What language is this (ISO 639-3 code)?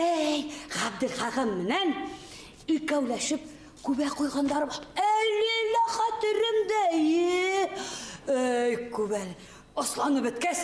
bak